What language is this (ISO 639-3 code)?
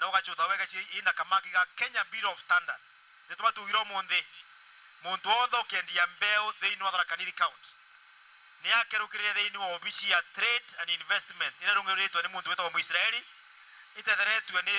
mer